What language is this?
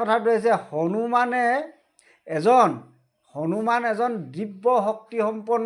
Assamese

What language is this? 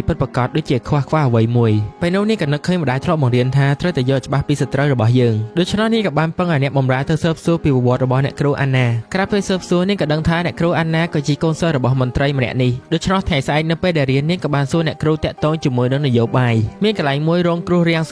Khmer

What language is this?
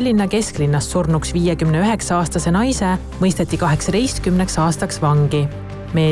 Estonian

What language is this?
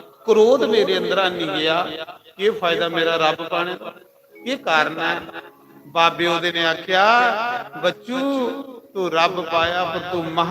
Dogri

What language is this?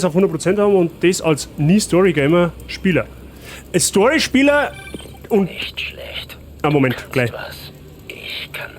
Bavarian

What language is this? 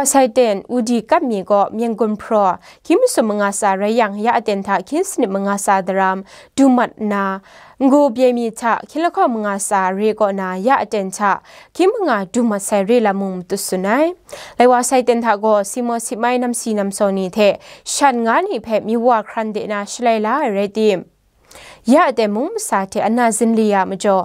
Kachin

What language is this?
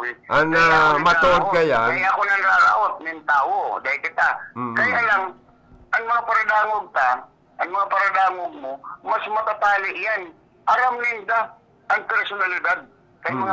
Bikol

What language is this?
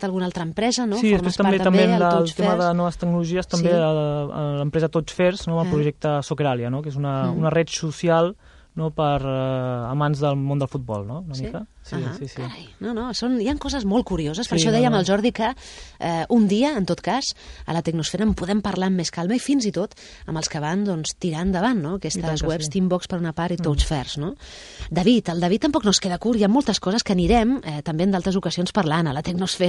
Catalan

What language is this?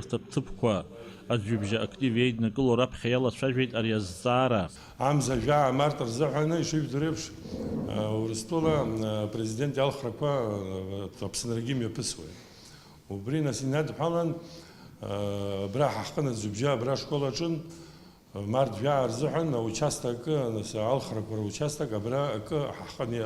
Abkhazian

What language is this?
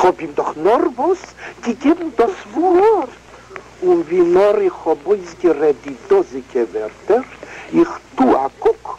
Yiddish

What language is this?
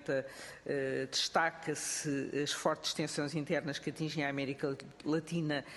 Portuguese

